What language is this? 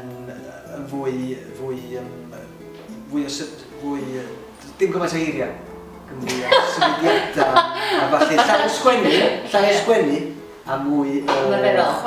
Welsh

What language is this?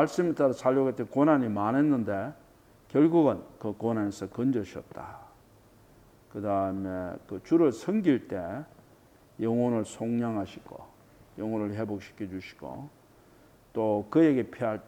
Korean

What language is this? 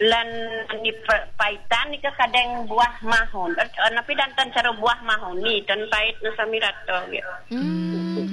Balinese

